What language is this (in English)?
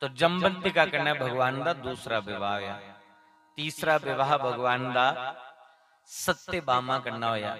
Dogri